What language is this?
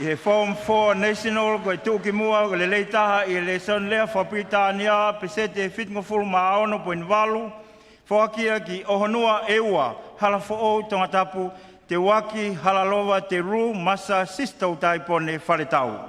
Tongan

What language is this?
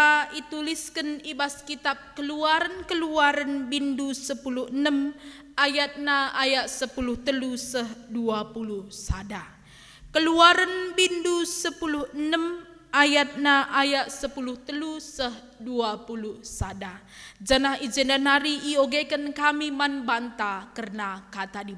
Batak Karo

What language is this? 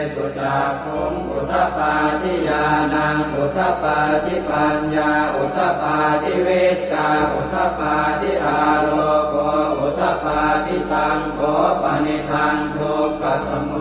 Pali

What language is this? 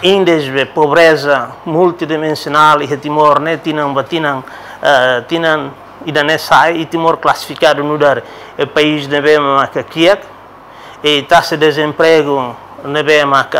Tetum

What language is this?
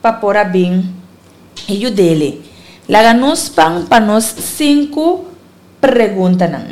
Papiamento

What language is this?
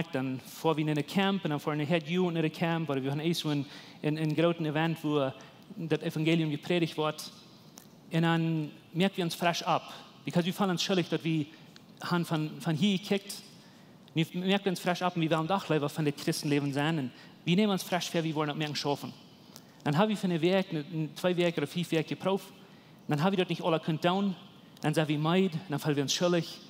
Plautdietsch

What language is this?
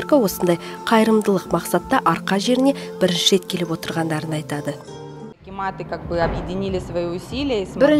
Kazakh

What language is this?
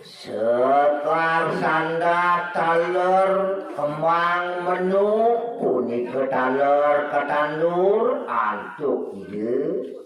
Balinese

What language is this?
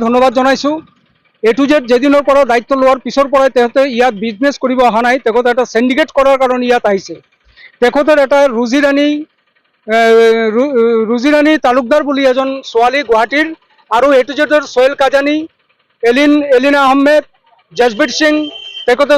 Assamese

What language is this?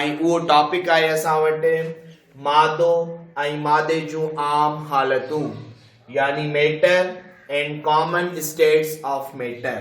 Sindhi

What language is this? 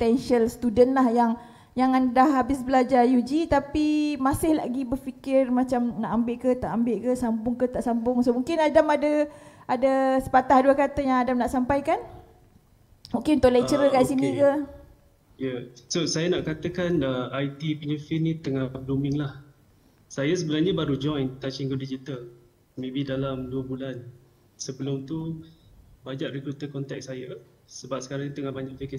Malay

